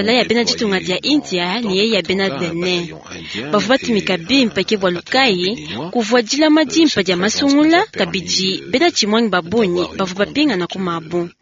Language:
Luba-Lulua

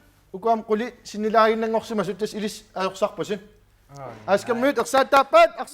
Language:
Kalaallisut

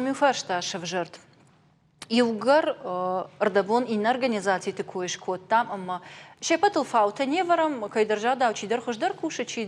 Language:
Ossetic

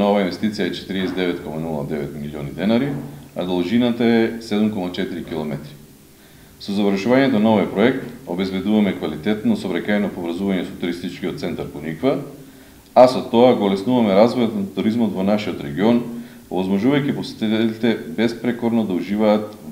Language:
Macedonian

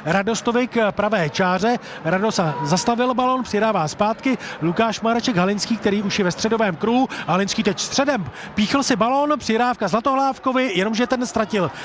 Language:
Czech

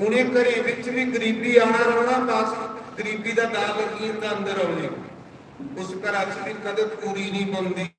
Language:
Dogri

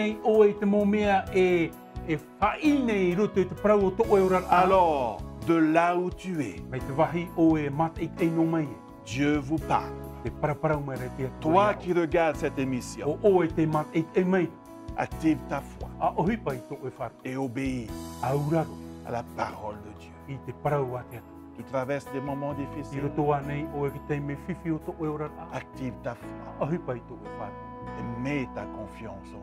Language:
Tahitian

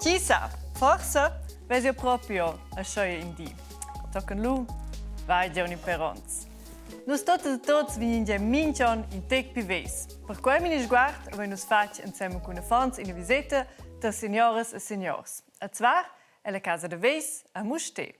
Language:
Romansh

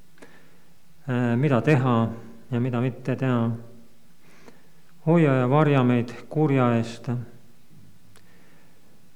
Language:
Estonian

